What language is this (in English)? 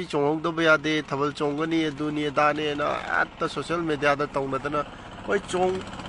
Manipuri